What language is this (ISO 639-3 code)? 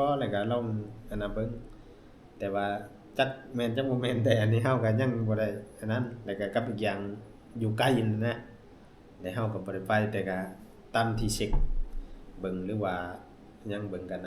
tts